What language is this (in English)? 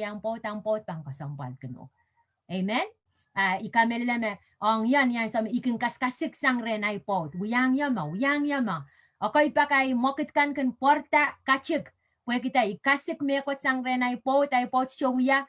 Pohnpeian